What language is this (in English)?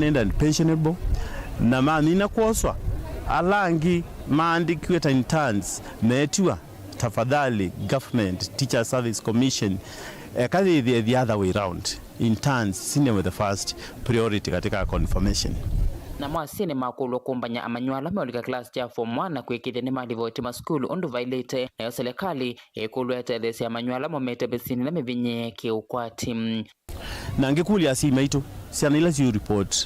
Kamba